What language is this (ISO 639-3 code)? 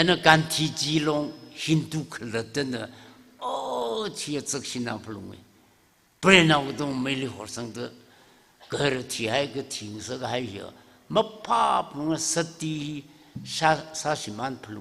nmf